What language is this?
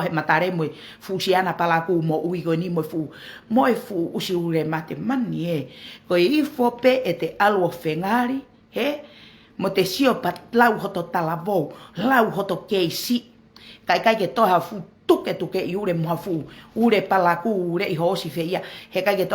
Tongan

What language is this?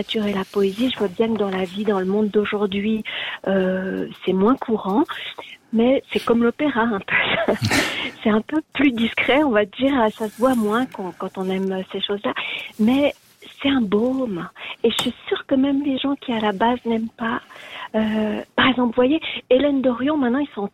French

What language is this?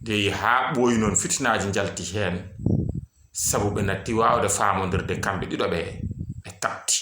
Fula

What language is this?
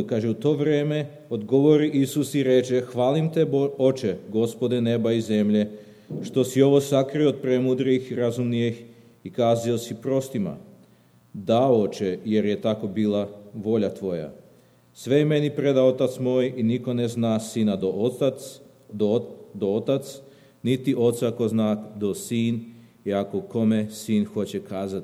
Serbian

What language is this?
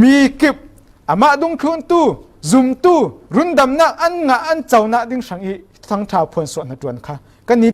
Falam Chin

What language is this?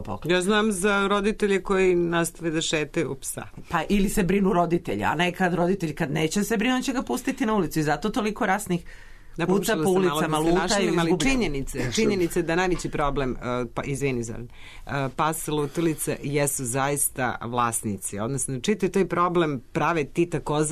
Serbian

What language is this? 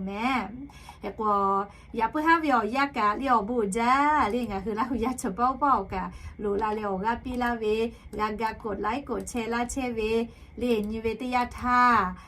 Lahu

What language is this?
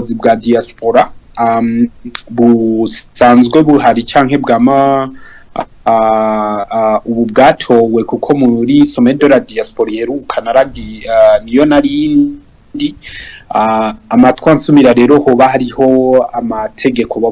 Rundi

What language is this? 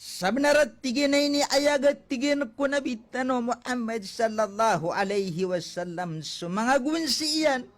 Maranao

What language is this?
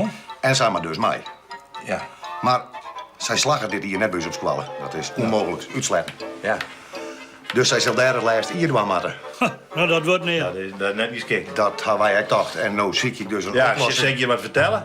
Western Frisian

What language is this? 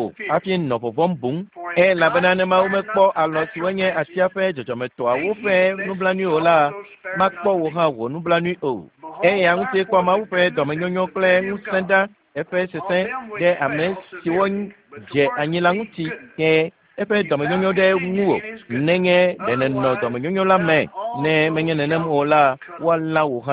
Ewe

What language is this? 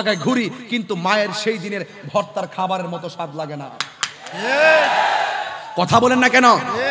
Bangla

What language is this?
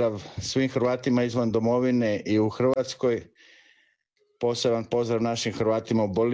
Croatian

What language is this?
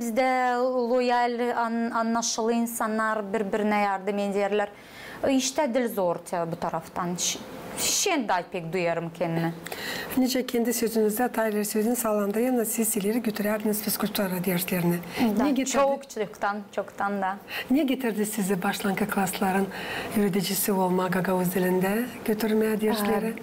Gagauz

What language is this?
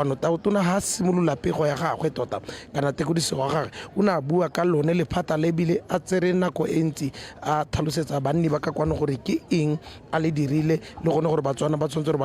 Tswana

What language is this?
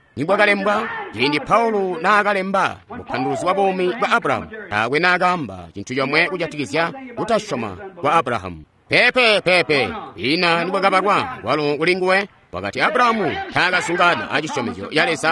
Tonga (Zambia)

